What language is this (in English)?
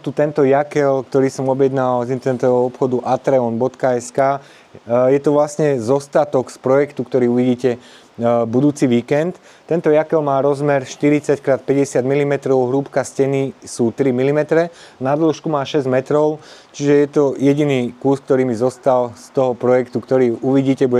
Slovak